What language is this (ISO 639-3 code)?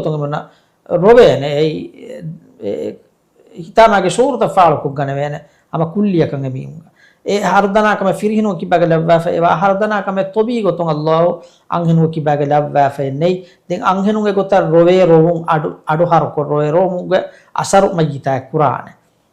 div